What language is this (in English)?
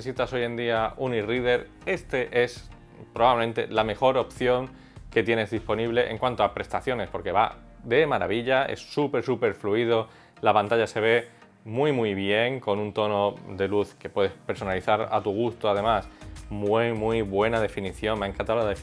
Spanish